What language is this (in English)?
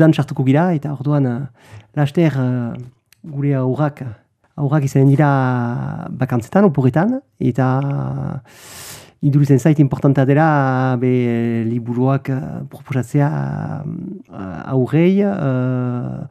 Basque